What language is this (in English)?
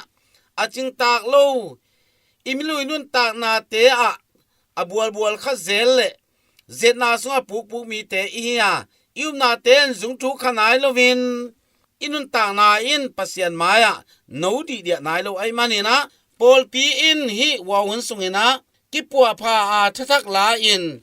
Tedim Chin